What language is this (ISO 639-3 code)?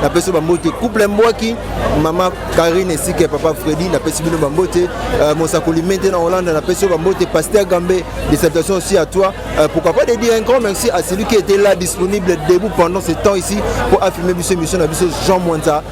lin